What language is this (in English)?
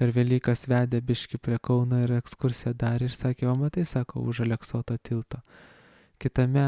Lithuanian